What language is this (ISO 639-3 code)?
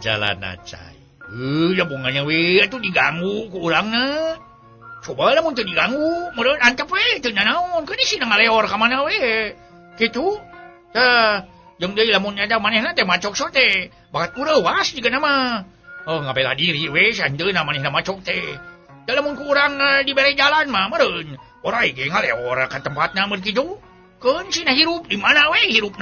sun